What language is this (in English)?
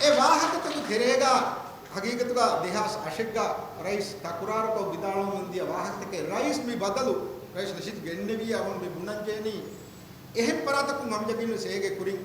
Divehi